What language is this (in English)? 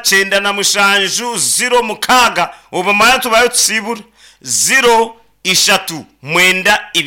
Nyankole